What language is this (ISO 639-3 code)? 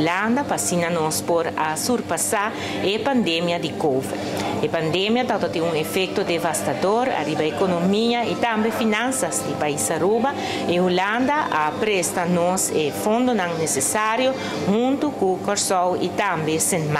pap